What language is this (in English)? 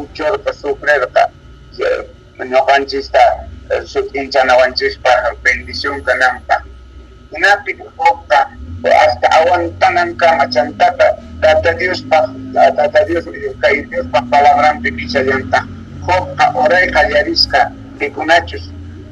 South Bolivian Quechua